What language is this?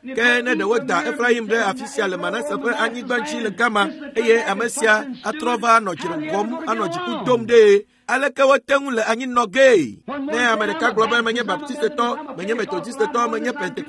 Ewe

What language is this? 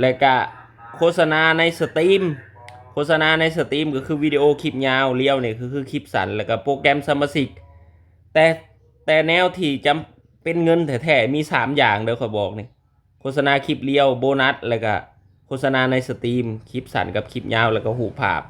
Lao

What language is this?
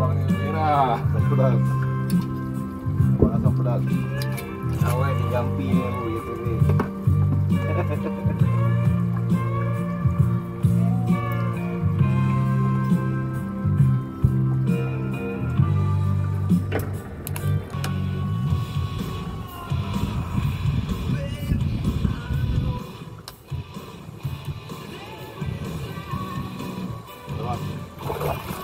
Malay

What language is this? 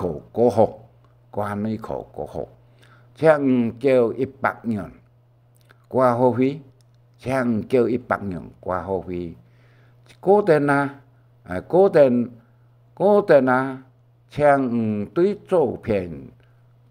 Hakka Chinese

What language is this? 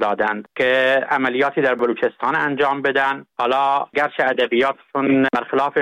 Persian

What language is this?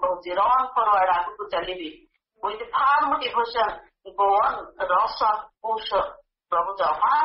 Odia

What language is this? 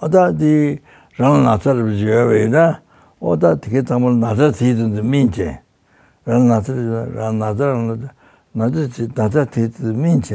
Tibetan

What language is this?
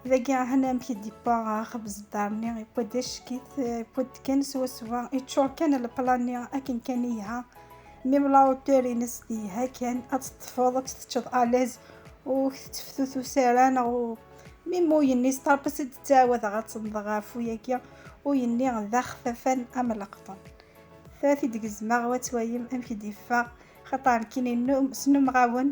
Kabyle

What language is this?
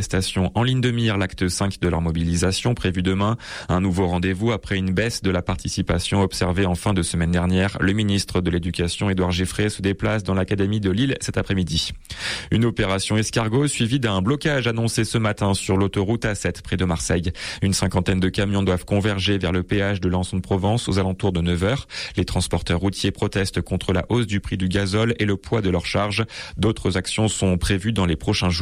French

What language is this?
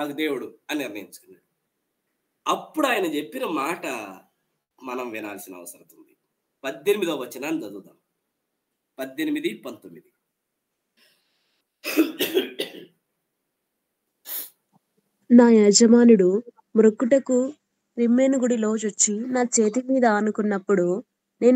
Telugu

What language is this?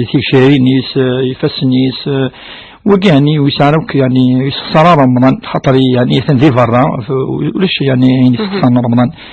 Kabyle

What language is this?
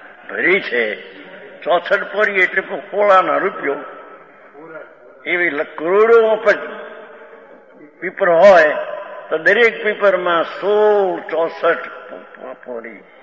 Gujarati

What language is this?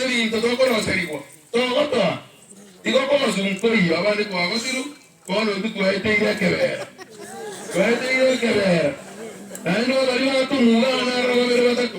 Gusii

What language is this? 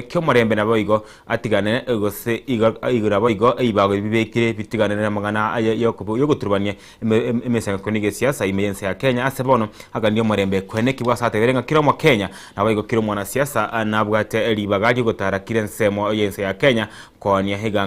Gusii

